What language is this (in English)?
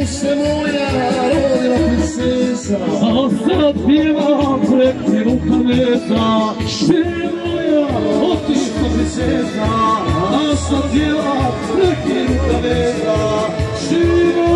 Croatian